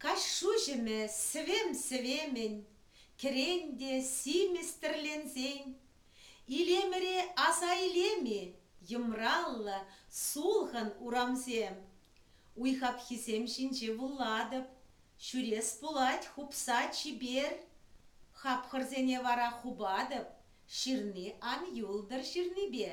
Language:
Chuvash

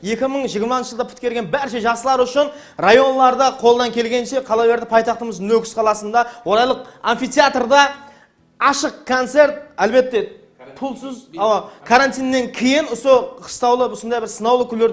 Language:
Kara-Kalpak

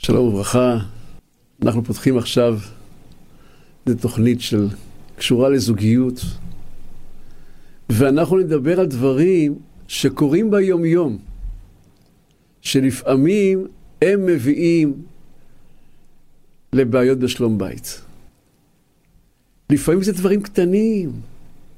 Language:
Hebrew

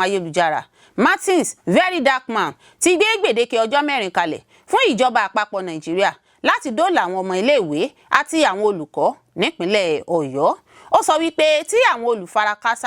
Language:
Yoruba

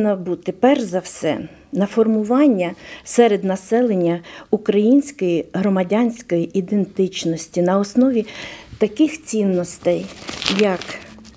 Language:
Ukrainian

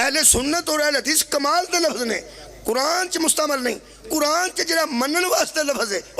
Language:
Pahari-Potwari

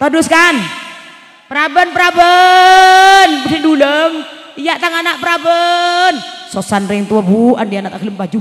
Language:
Madurese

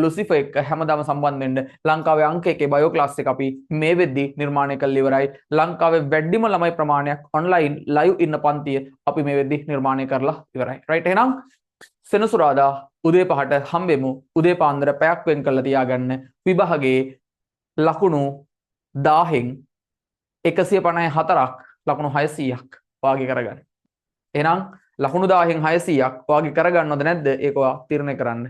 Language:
Sinhala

